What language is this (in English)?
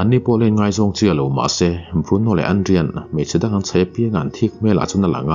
Mizo